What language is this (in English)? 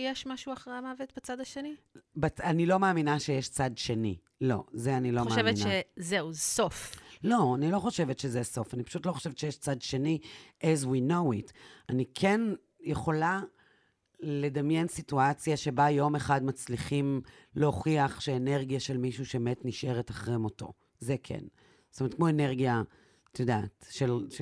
Hebrew